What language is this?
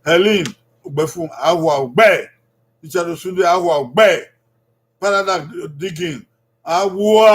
Bini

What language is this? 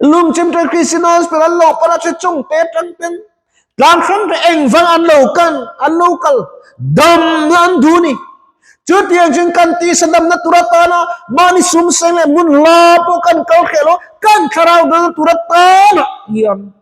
Mizo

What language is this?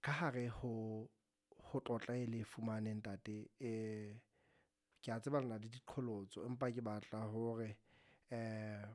Southern Sotho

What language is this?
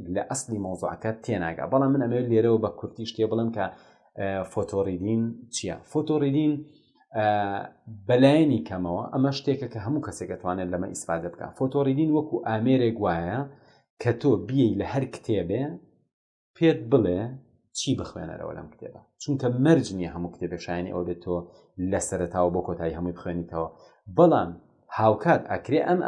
Central Kurdish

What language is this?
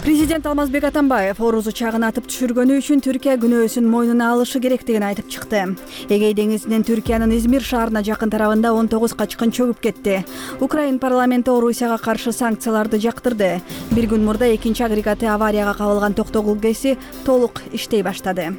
Kyrgyz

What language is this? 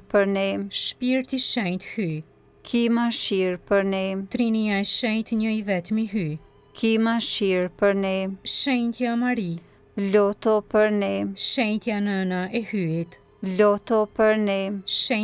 Albanian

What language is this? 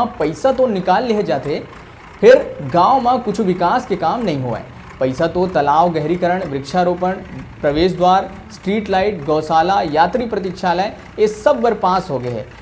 Chhattisgarhi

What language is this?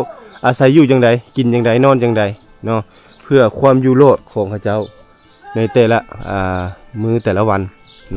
Lao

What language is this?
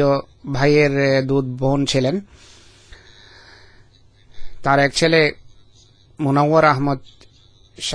Bangla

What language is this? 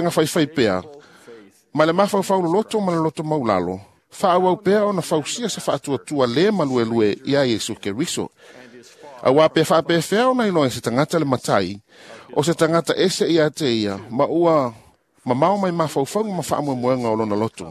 Samoan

